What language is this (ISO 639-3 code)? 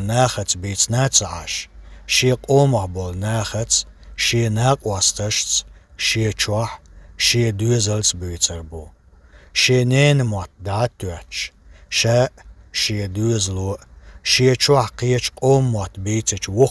che